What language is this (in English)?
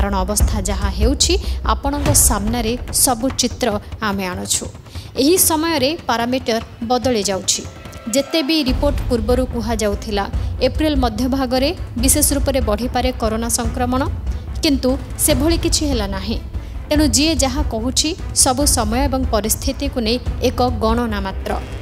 Odia